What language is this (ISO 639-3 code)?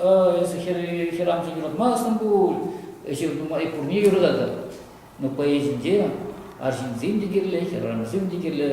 chv